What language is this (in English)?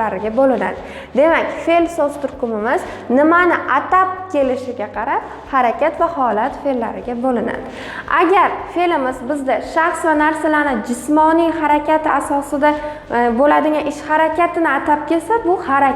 Uzbek